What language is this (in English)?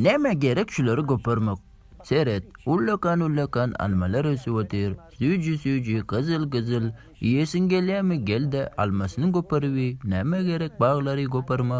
Turkmen